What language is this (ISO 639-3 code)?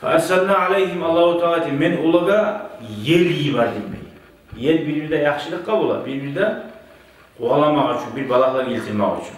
kum